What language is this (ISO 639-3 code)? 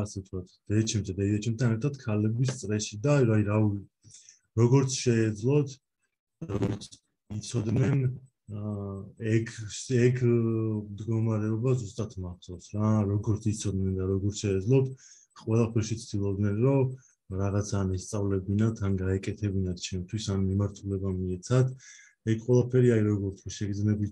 kat